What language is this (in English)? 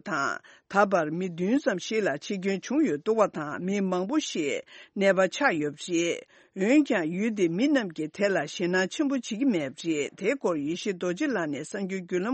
Tibetan